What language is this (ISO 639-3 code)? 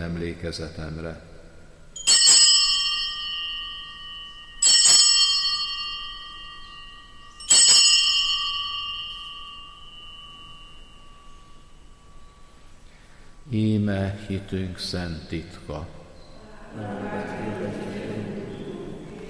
hun